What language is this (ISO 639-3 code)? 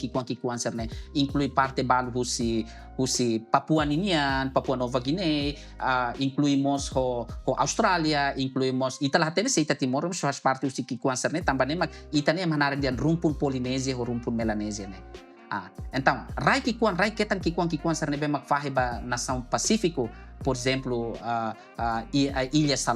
tet